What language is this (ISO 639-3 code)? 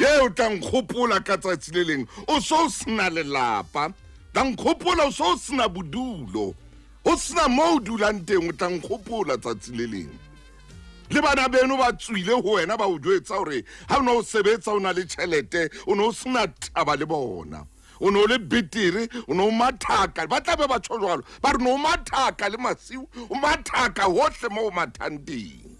sot